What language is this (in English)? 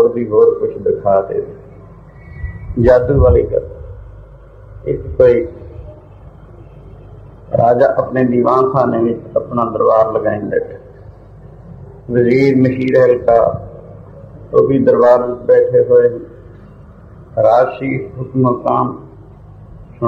Punjabi